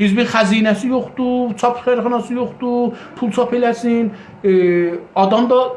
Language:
South Azerbaijani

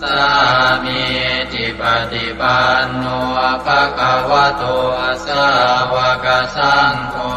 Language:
Pali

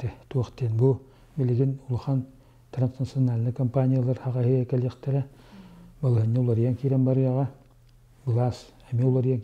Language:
Yakut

